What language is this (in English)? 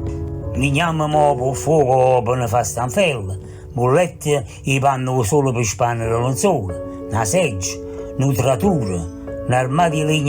Neapolitan